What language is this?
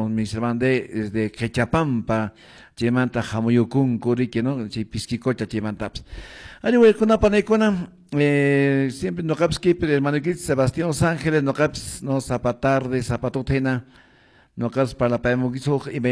Quechua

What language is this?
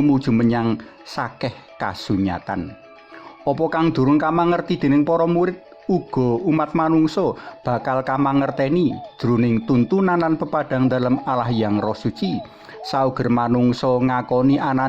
Javanese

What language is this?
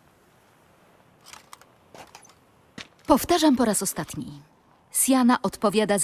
Polish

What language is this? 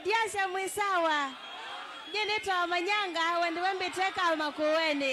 Kamba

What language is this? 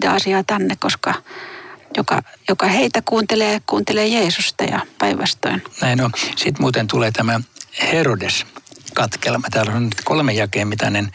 Finnish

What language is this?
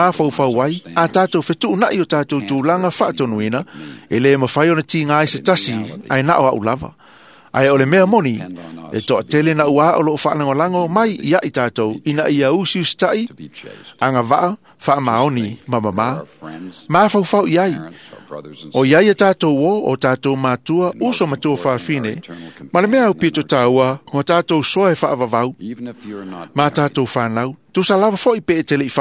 Samoan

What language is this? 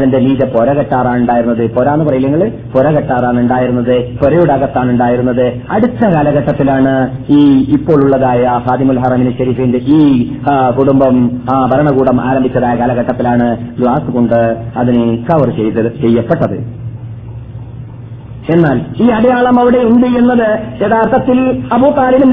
Malayalam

